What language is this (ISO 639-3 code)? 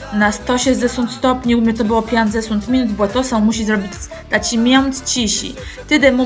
csb